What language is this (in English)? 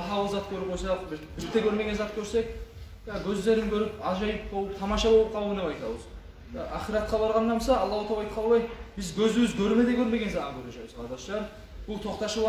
Kumyk